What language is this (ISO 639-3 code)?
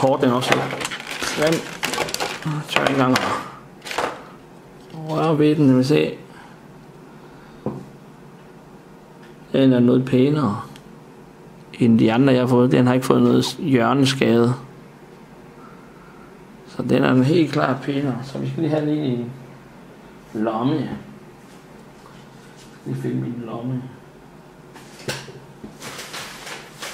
dan